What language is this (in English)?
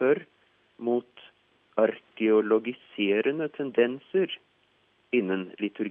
Norwegian